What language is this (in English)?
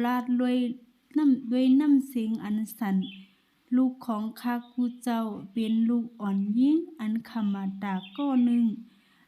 Shan